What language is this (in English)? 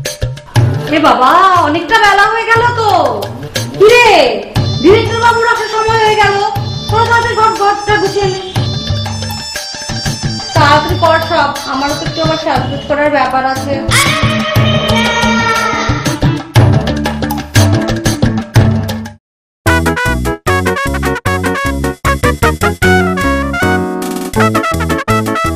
Bangla